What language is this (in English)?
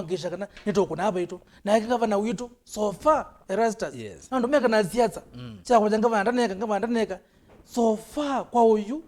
Kamba